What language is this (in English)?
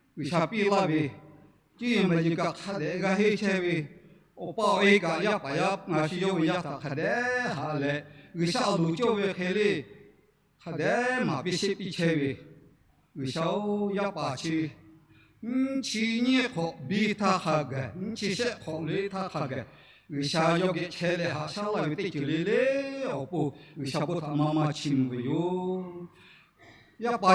Lahu